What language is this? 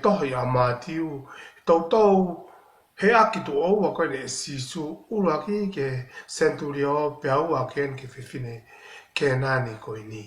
Tongan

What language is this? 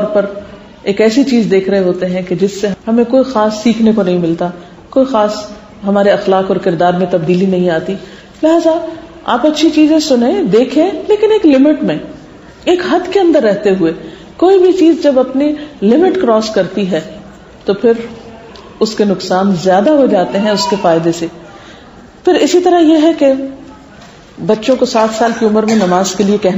Urdu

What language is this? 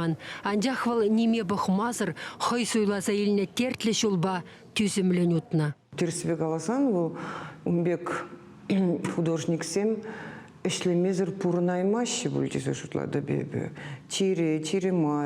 Chuvash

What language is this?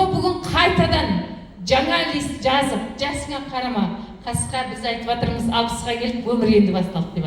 Kazakh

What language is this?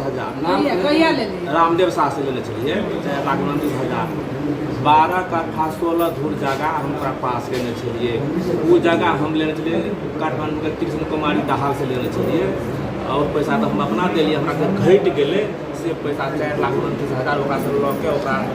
Maithili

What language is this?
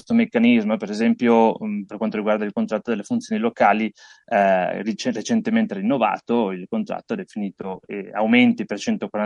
Italian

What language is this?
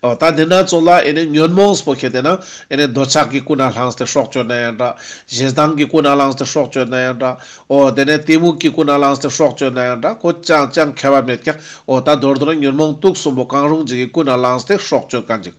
Ladakhi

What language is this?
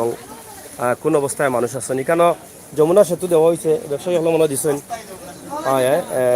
Sylheti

